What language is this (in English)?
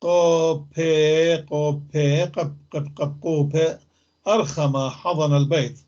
North Levantine Arabic